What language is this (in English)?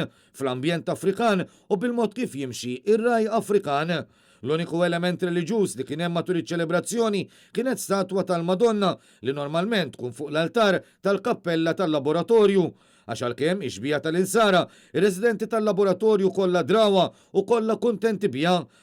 Maltese